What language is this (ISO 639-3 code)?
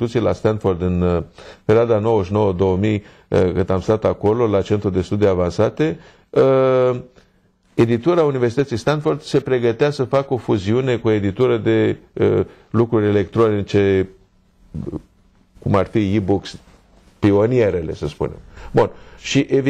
ron